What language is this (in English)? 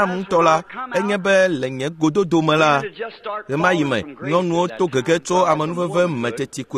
Ewe